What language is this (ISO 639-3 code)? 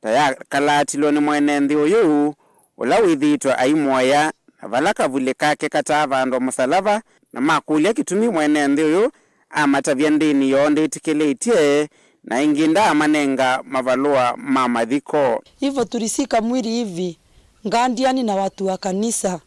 kam